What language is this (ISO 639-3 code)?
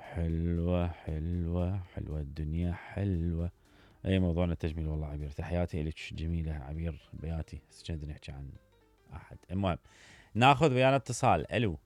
acm